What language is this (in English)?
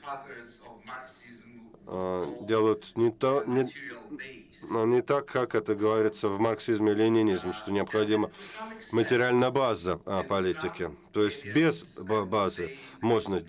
Russian